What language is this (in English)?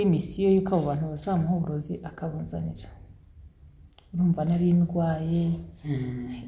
Kinyarwanda